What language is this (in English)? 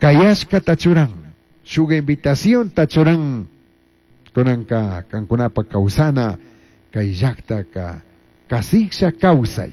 Chimborazo Highland Quichua